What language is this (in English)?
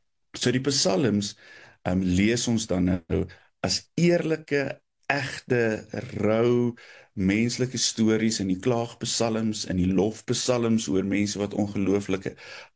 Afrikaans